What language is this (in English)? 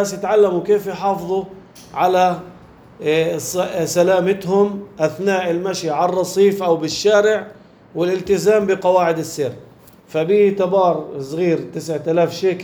North Levantine Arabic